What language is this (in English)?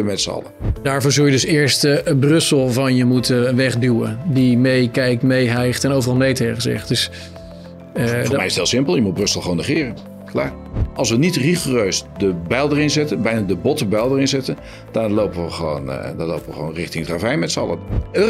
Dutch